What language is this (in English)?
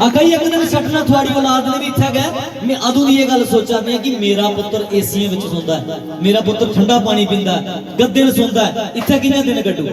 Dogri